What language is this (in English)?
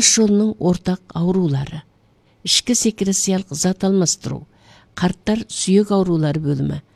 Kazakh